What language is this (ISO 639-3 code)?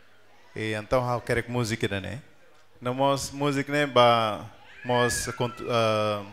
tet